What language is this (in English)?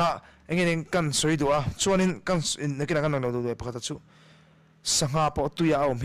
Mizo